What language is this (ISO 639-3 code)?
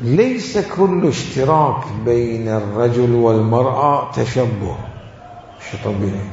acm